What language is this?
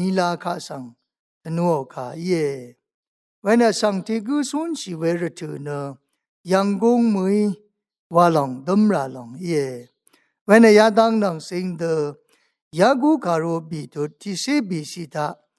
Rawang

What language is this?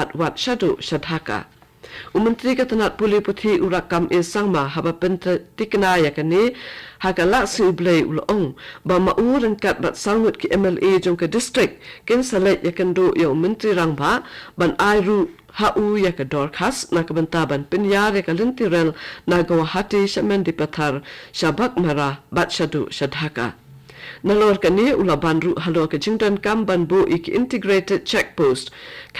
Khasi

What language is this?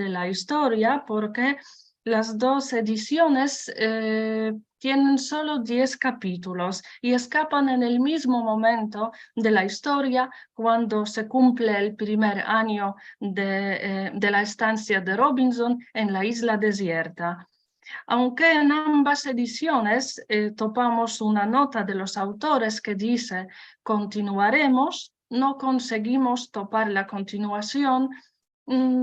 Ladino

